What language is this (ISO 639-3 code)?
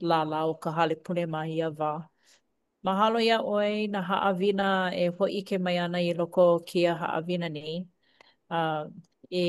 haw